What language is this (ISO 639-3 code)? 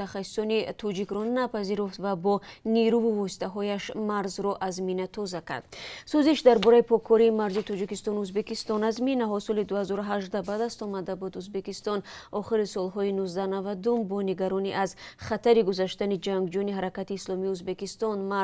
tgk